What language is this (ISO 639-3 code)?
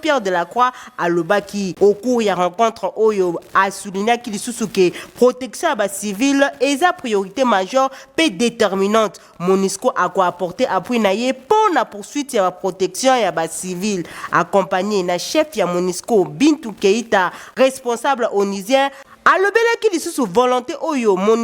lin